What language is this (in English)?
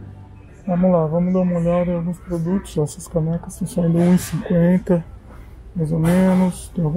Portuguese